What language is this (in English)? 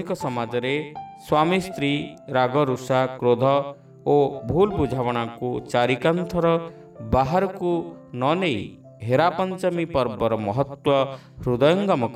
Odia